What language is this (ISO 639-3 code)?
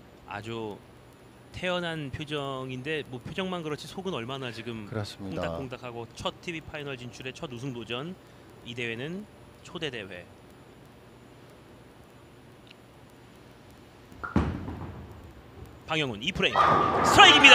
kor